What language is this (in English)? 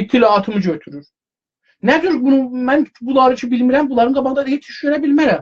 South Azerbaijani